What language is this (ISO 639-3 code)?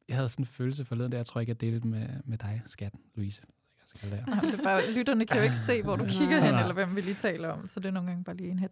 dan